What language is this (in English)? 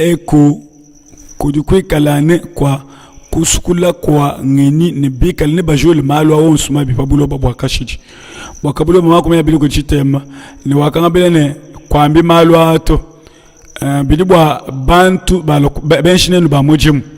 Luba-Lulua